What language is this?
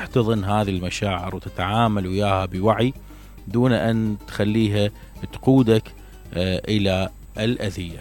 Mesopotamian Arabic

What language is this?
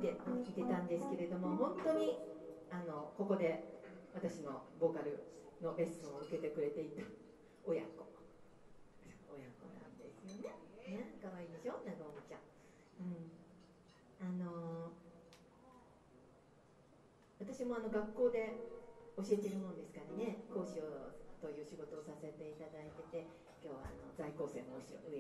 Japanese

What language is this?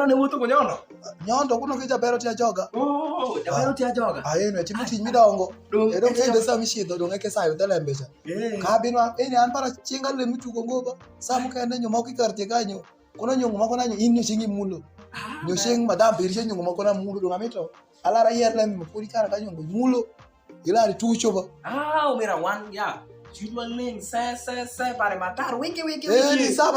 Alur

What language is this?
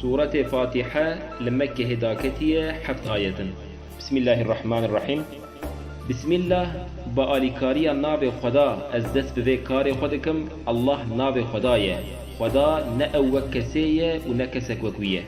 Kurdish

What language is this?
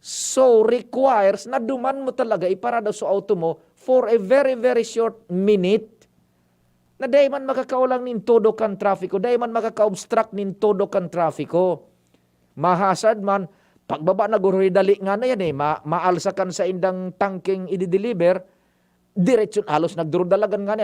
Bikol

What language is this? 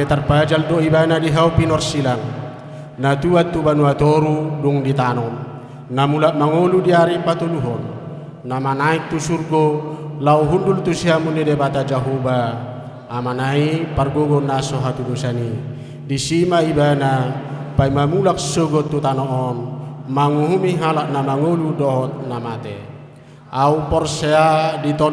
Batak Toba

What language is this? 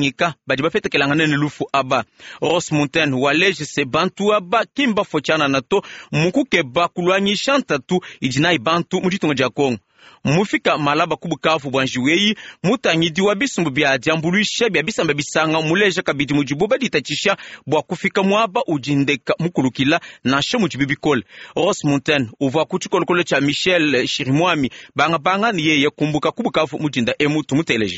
Luba-Lulua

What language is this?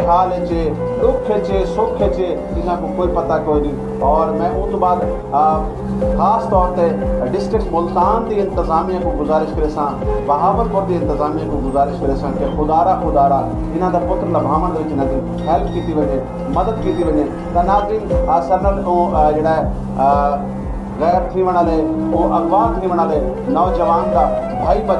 Saraiki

